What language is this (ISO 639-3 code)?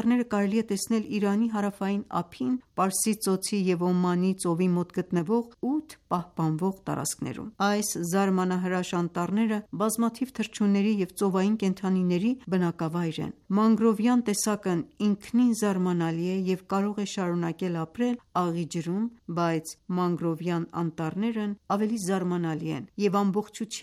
hye